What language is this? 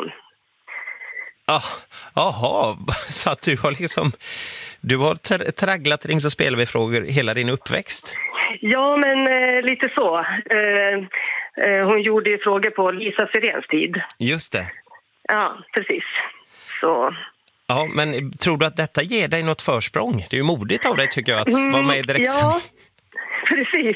Swedish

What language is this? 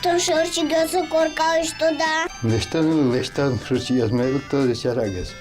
Udmurt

